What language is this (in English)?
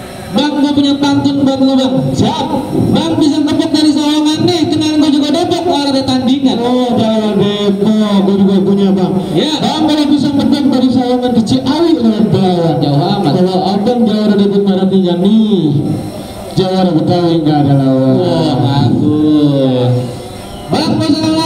Betawi